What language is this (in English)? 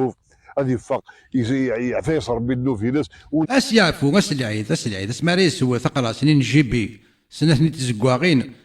Kabyle